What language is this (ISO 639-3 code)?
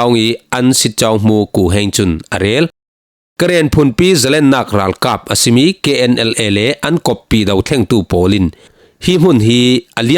cfm